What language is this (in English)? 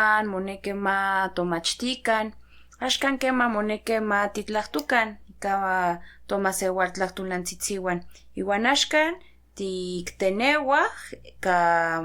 Central Nahuatl